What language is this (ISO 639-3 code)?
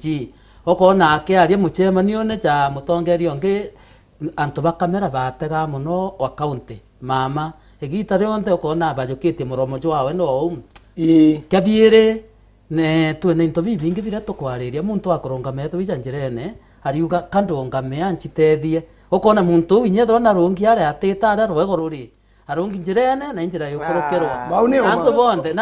mer